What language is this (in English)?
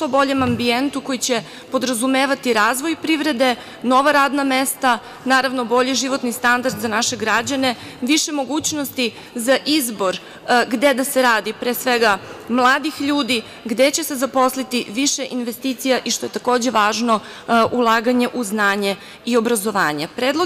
Serbian